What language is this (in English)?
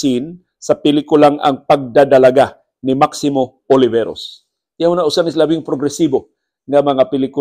Cebuano